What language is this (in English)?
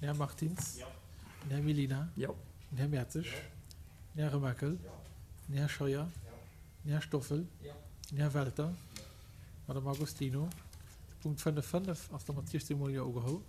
Luxembourgish